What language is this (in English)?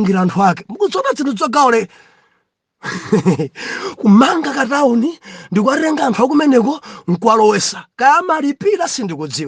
Nyanja